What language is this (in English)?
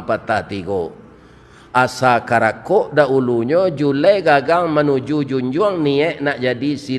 Minangkabau